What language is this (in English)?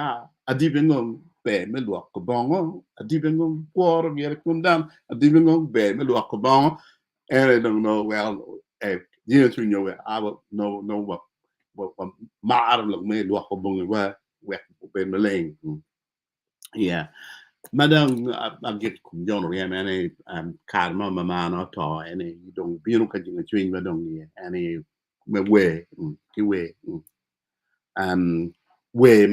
Acoli